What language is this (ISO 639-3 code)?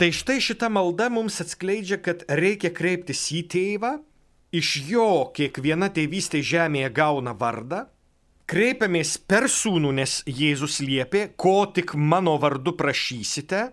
lit